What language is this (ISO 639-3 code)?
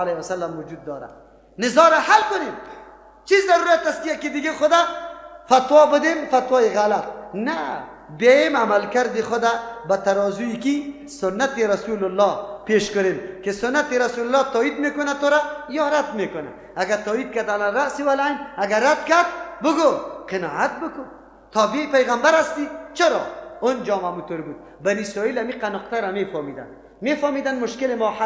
fas